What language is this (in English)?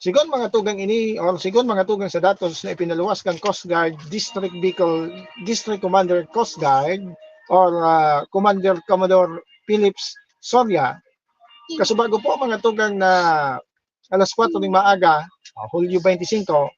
Bikol